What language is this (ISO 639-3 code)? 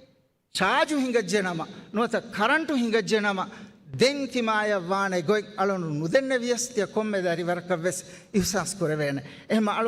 div